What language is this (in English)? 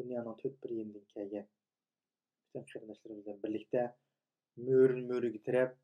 Uyghur